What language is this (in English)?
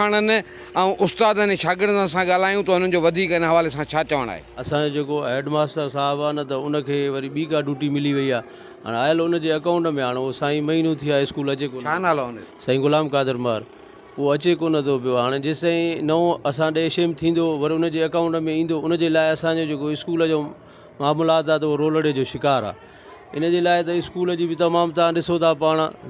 Sindhi